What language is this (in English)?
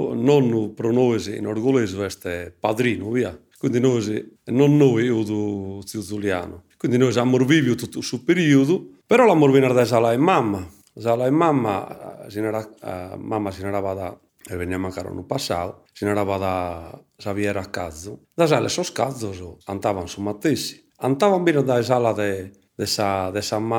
Sardinian